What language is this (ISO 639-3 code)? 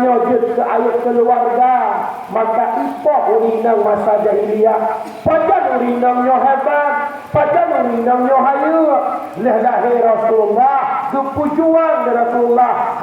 ace